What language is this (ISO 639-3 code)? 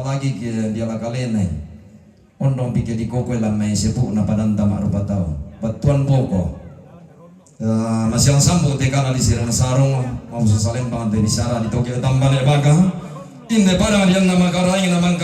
sda